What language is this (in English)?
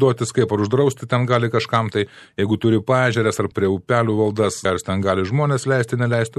Lithuanian